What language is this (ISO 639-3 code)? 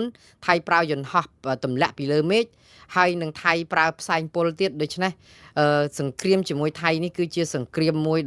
khm